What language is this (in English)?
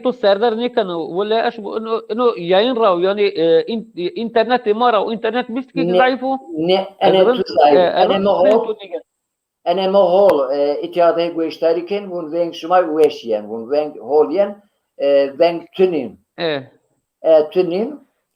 Zaza